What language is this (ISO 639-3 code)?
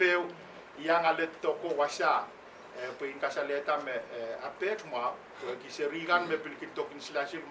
pon